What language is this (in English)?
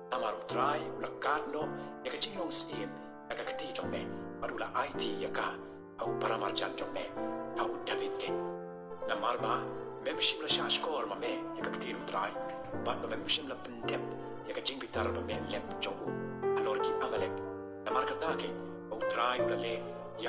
Khasi